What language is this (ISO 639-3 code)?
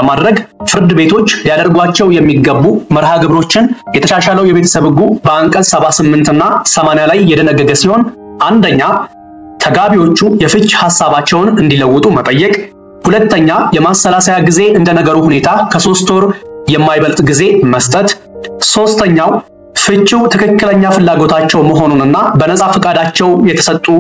amh